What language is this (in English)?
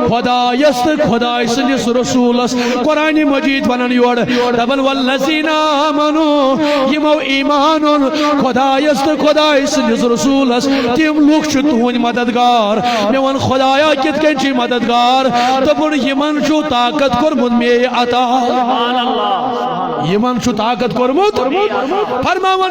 Kashmiri